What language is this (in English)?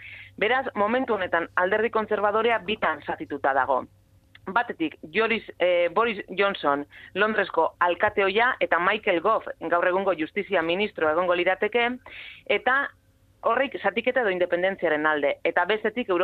Basque